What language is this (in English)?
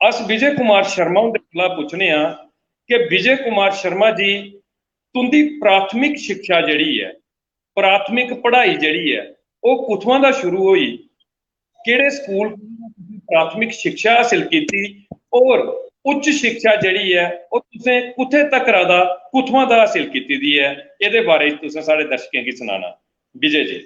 Dogri